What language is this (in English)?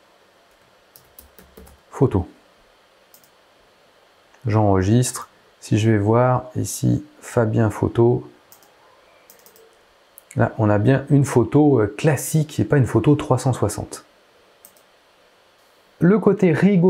French